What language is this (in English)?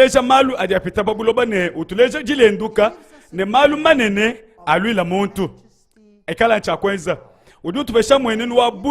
Luba-Lulua